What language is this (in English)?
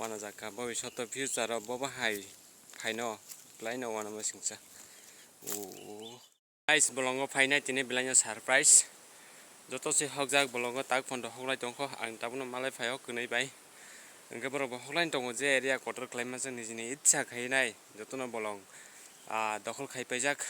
Kok Borok